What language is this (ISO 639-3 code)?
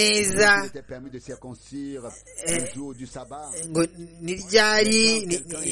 kin